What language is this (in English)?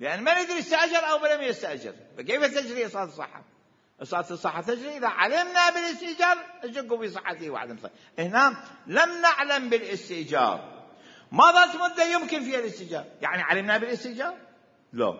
Mesopotamian Arabic